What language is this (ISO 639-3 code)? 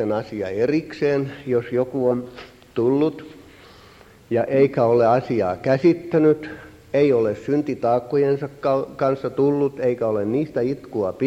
fin